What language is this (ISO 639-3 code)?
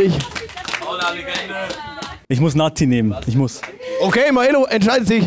gsw